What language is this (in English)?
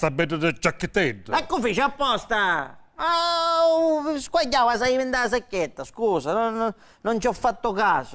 Sicilian